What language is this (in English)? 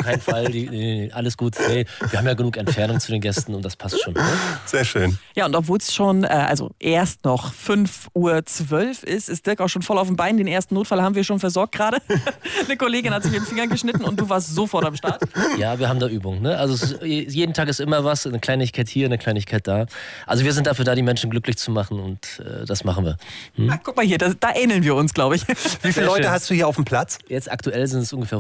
German